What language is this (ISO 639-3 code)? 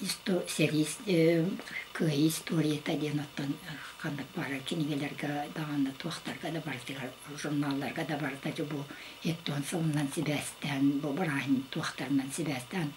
sah